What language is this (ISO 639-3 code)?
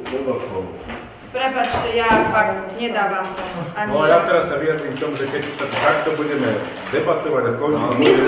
slk